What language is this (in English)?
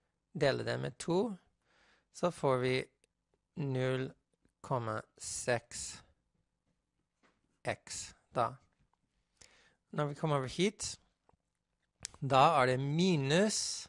Norwegian